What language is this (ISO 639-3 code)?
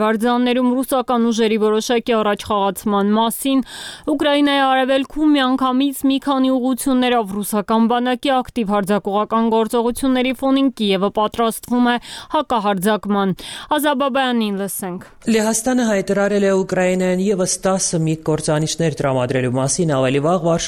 hye